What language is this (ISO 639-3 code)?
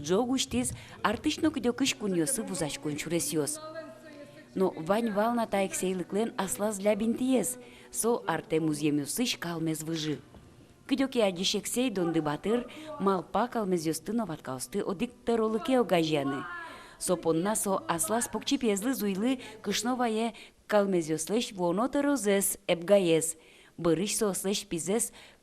udm